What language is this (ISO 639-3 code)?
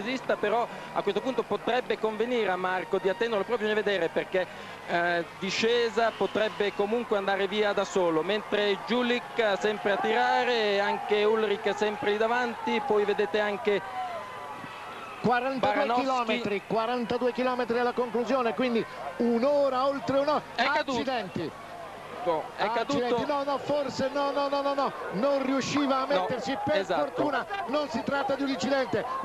ita